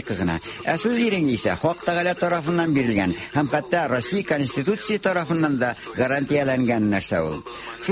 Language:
Tatar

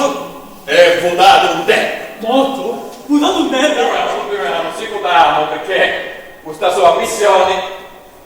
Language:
Sicilian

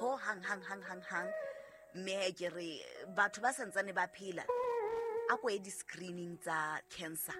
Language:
Southern Sotho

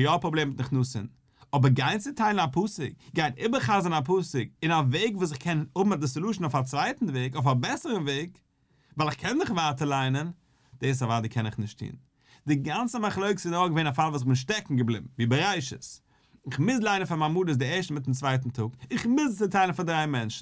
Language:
Yiddish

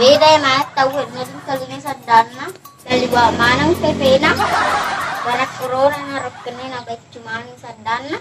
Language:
Buginese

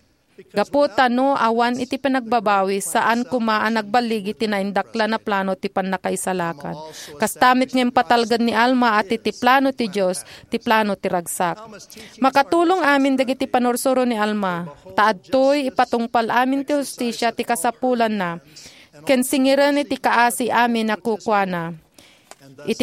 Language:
Iloko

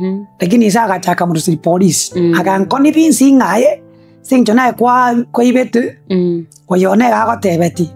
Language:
Gusii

